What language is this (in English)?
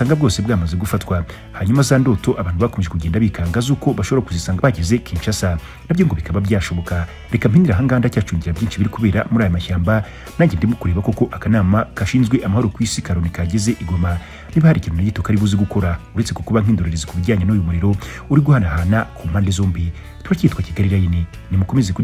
Kinyarwanda